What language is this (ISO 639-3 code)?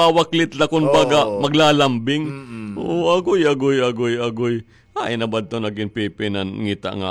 war